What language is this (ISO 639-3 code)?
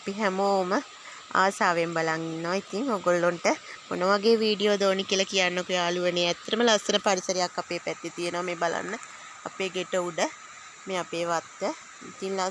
sin